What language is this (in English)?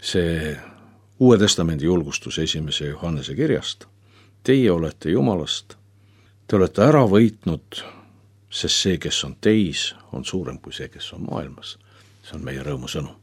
Estonian